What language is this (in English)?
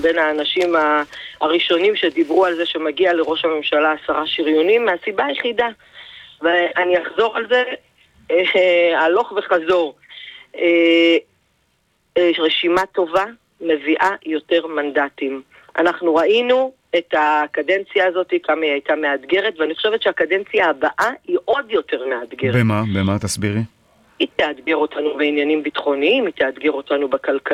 Hebrew